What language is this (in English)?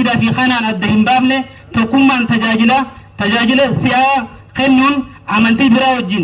Oromo